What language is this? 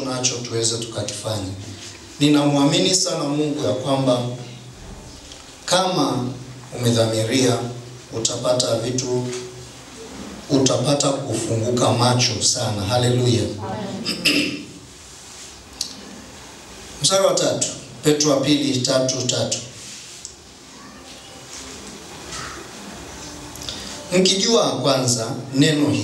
Swahili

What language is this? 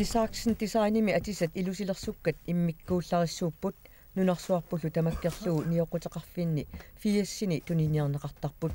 Kalaallisut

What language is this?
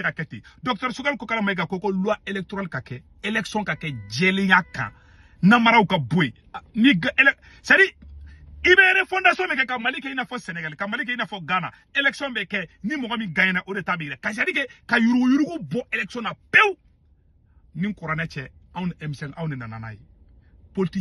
Bambara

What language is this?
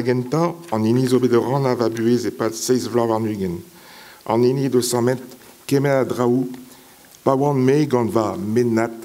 Breton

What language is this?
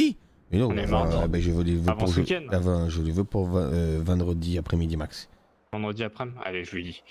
French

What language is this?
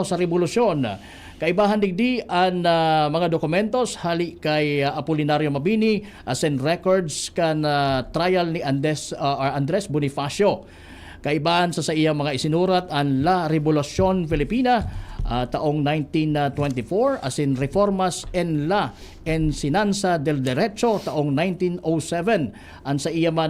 Bikol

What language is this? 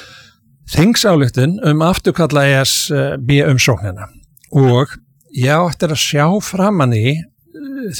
Icelandic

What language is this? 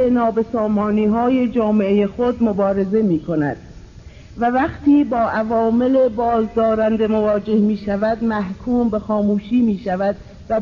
Persian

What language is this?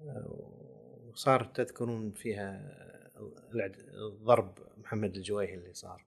Gulf Arabic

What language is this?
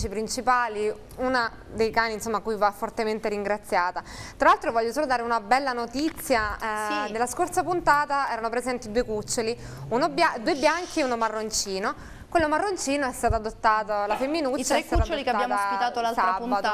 Italian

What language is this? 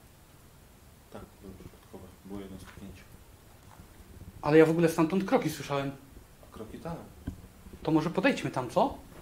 Polish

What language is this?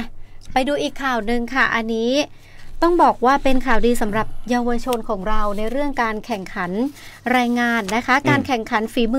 Thai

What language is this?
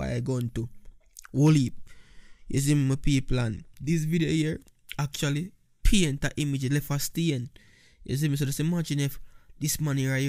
Jamaican Creole English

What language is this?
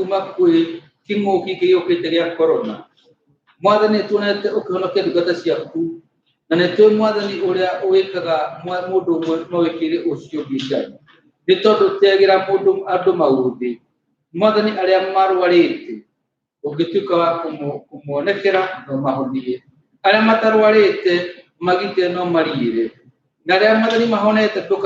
Kikuyu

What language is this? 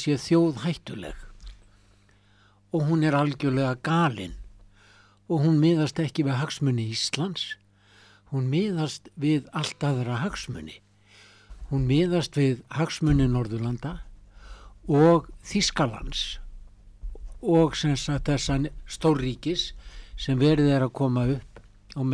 Icelandic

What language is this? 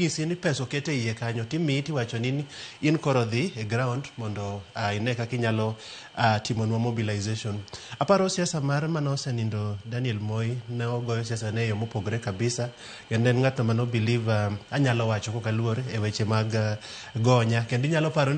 Luo (Kenya and Tanzania)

